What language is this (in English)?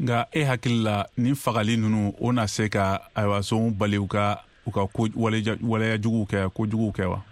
Bambara